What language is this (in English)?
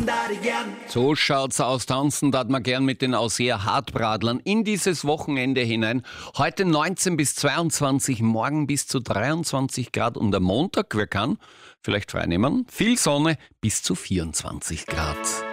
German